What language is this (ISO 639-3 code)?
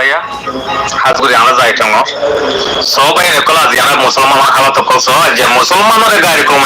rhg